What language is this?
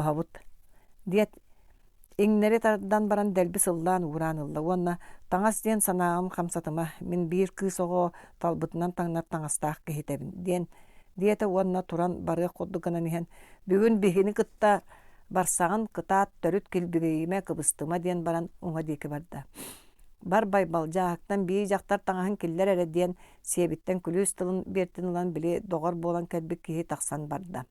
Yakut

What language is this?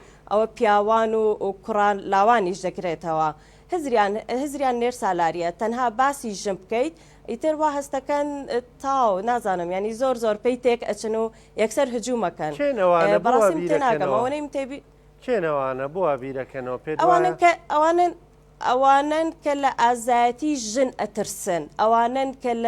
Central Kurdish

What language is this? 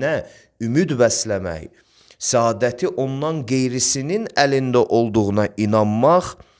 Azerbaijani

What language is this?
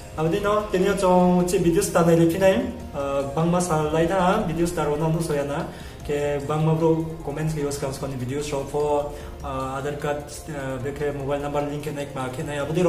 Riang (India)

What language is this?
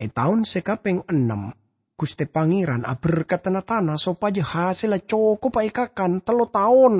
Madurese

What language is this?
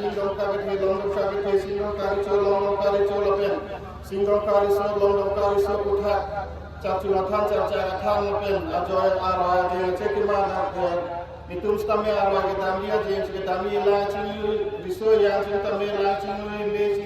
Karbi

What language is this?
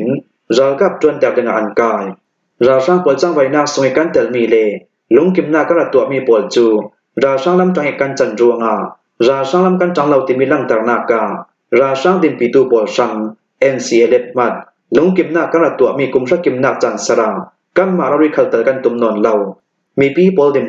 Hakha Chin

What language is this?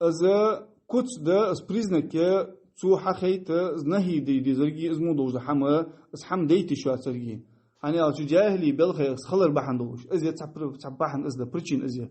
Ingush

